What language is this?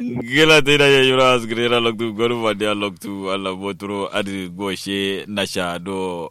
Kanuri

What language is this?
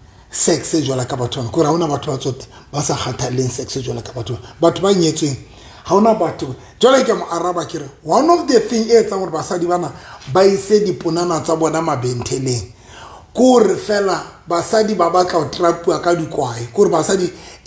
Southern Sotho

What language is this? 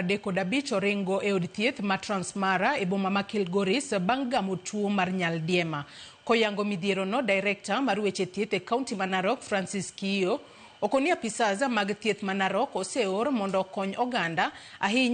Luo (Kenya and Tanzania)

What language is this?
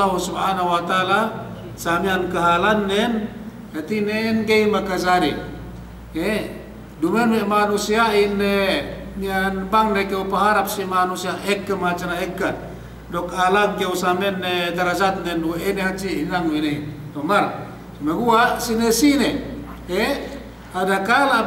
Yakan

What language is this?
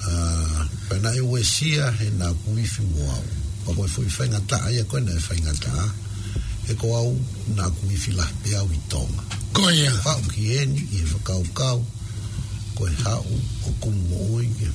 Tongan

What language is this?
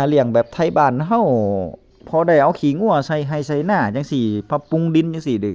Northeastern Thai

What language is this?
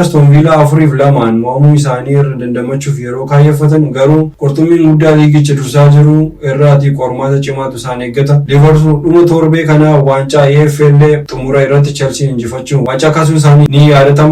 Oromo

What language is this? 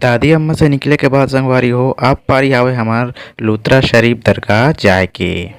Chhattisgarhi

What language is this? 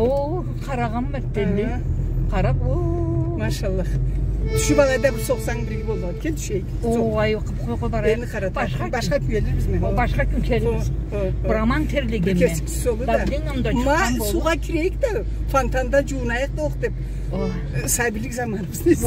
Karachay-Balkar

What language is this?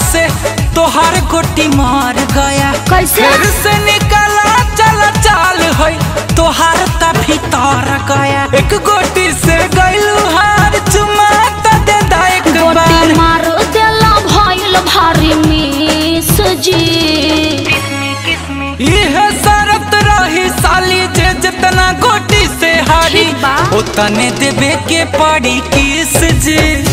Bhojpuri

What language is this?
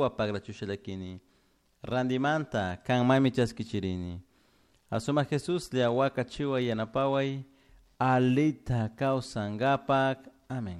Chimborazo Highland Quichua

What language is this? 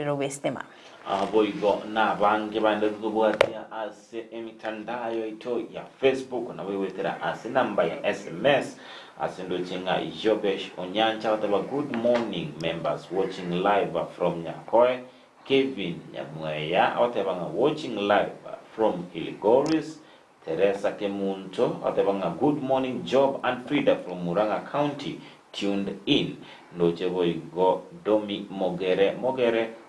Gusii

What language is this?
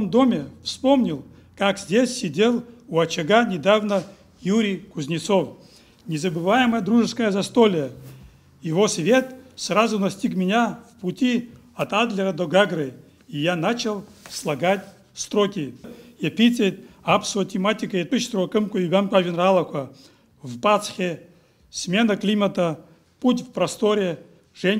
Abkhazian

